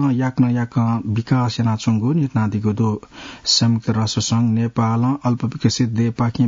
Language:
Newari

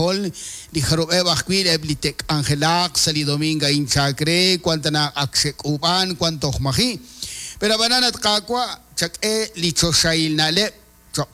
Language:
Kekchí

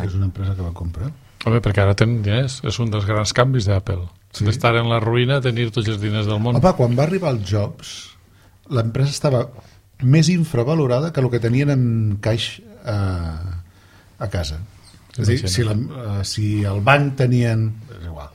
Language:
Catalan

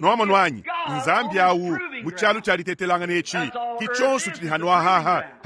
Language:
Luba-Lulua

